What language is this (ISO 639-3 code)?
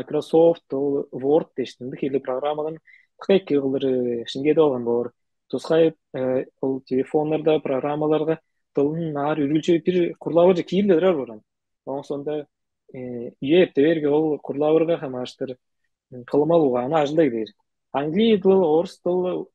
tyv